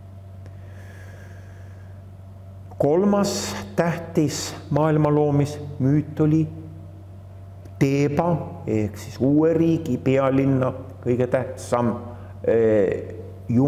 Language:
Estonian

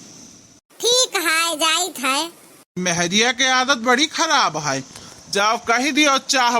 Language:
Awadhi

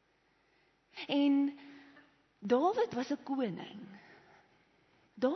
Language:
Afrikaans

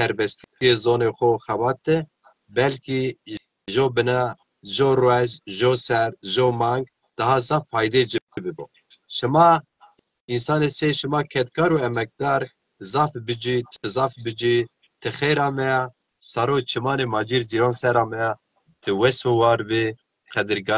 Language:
Zaza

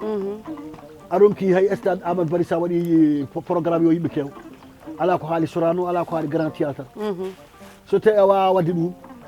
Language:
Fula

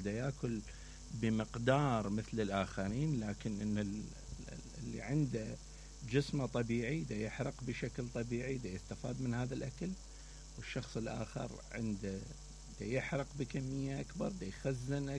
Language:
Mesopotamian Arabic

